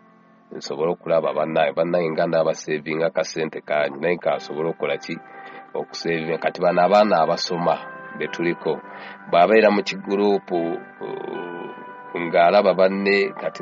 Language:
Ganda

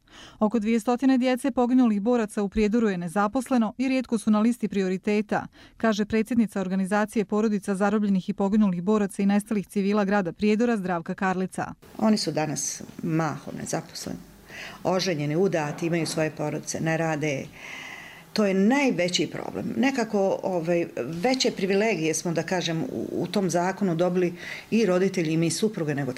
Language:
Bosnian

